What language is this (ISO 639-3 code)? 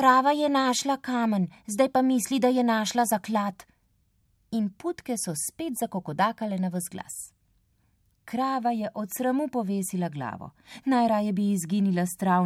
slv